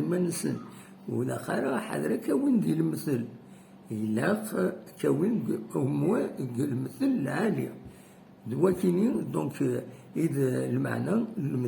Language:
Kabyle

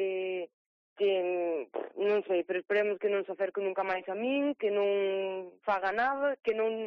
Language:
Galician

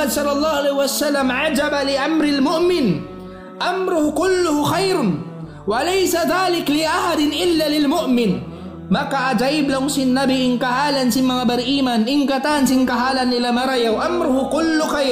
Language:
Tausug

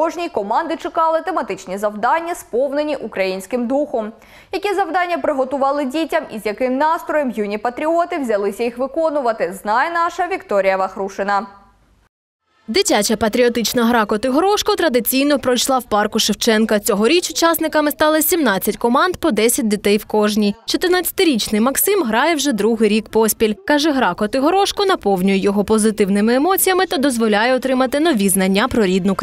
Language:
Ukrainian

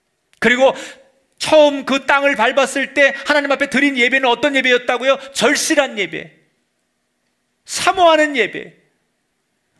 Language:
Korean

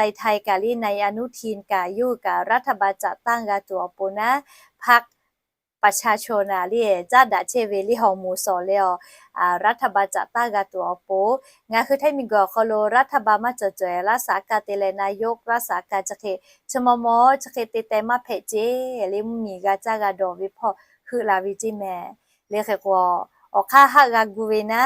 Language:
Lahu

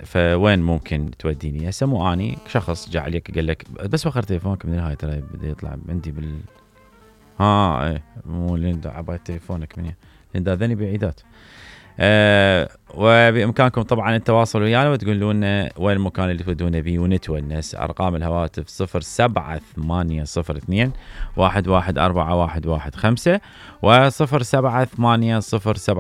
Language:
Mesopotamian Arabic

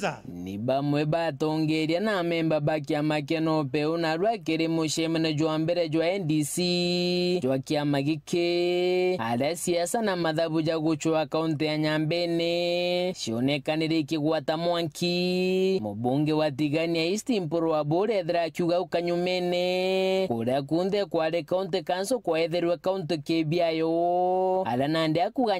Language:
Meru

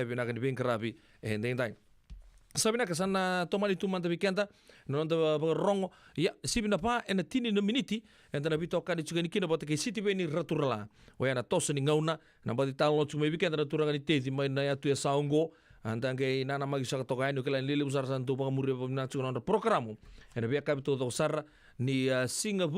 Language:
Fijian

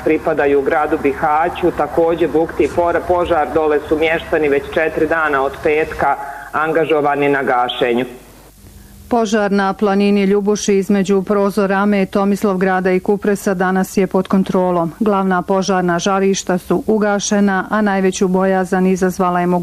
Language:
Bosnian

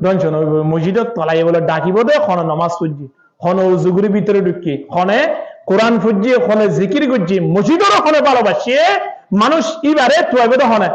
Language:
Rohingya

